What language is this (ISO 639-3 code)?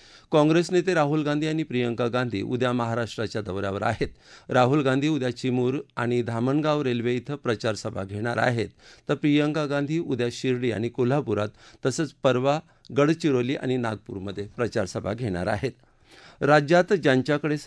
mar